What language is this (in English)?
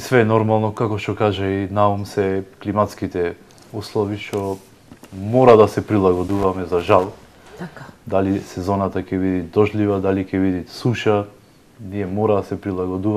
Macedonian